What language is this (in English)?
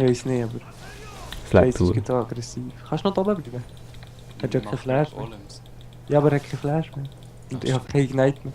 Swiss German